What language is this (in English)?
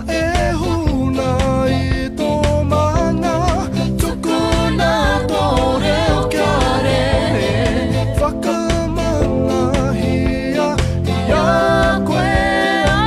Māori